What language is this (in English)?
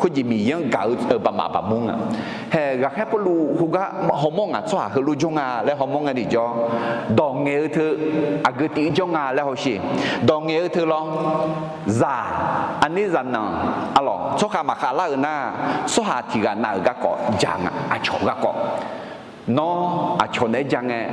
Akha